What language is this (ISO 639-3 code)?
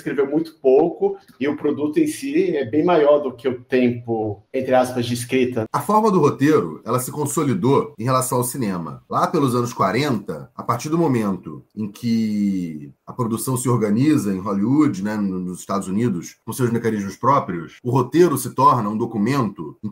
por